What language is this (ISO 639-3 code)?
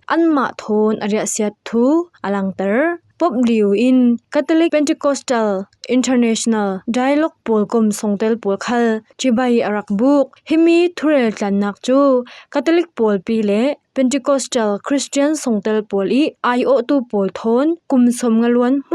cfm